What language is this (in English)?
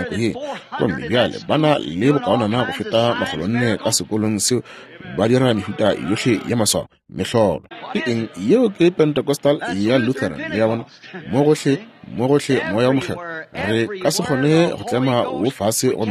Northern Sotho